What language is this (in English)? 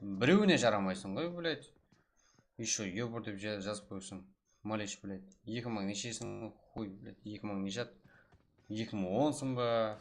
Kara-Kalpak